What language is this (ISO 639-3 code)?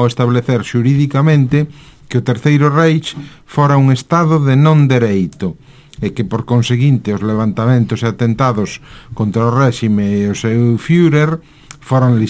glg